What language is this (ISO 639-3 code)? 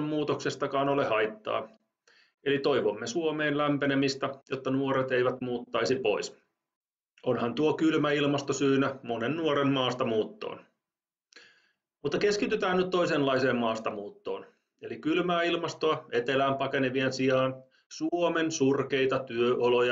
fin